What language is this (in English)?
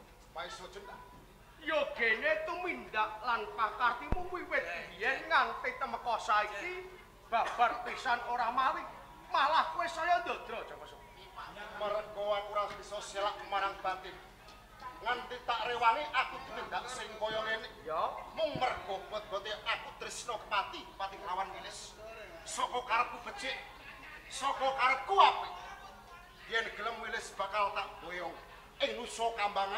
Javanese